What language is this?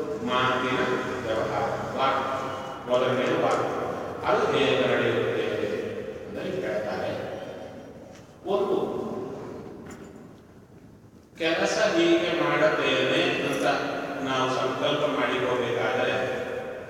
Kannada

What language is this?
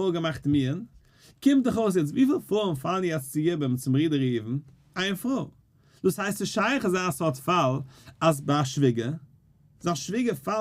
Yiddish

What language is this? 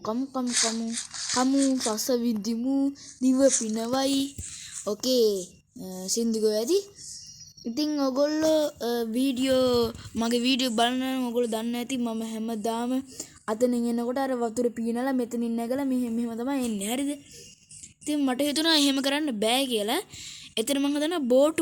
Sinhala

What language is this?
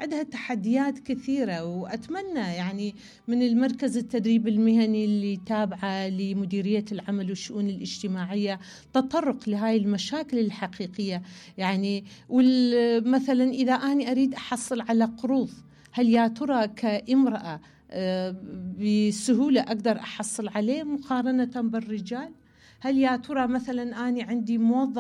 Mesopotamian Arabic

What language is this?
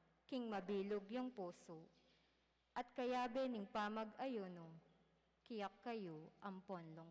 Pampanga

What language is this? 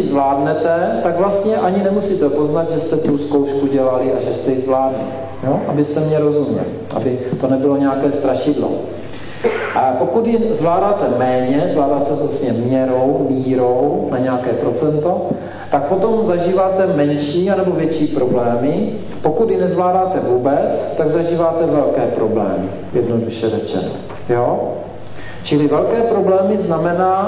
Czech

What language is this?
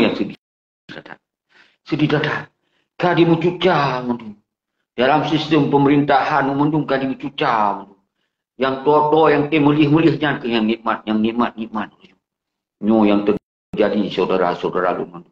Achinese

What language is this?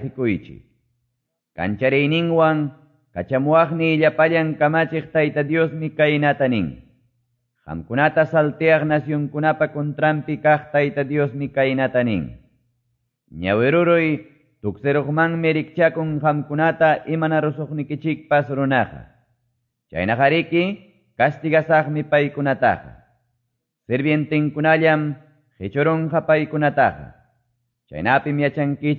Quechua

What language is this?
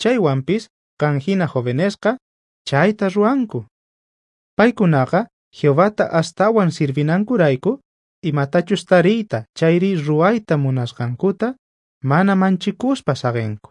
South Bolivian Quechua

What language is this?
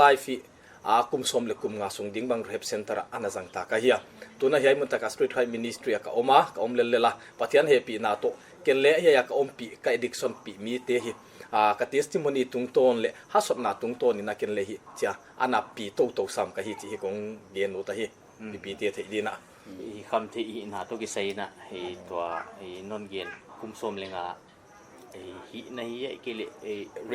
Paite Chin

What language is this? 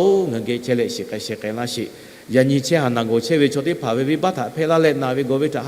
Lahu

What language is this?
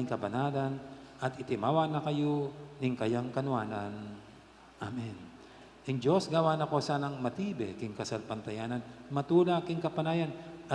Pampanga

